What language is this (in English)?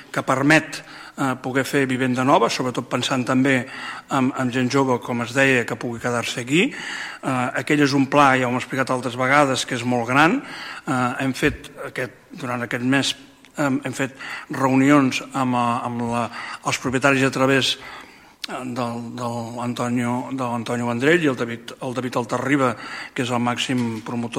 Catalan